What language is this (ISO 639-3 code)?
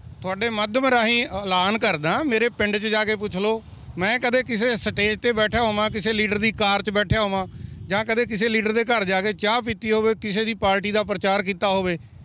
pan